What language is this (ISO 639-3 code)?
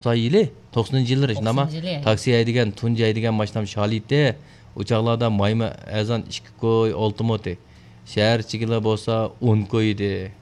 uig